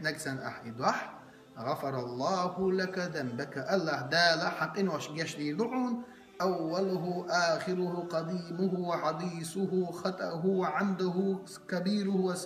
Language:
Chechen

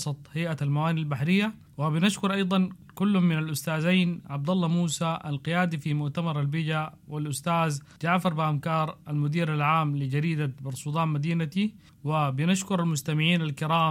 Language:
Sudanese Arabic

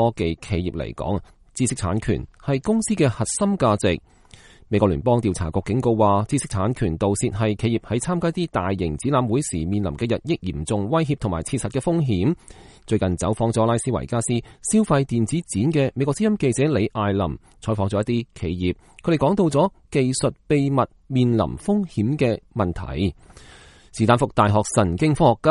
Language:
Cantonese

